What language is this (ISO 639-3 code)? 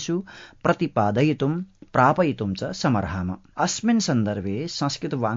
san